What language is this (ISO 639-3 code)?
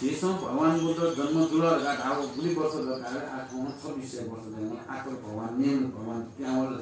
new